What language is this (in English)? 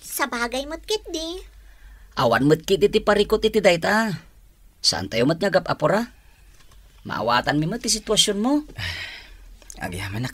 Iloko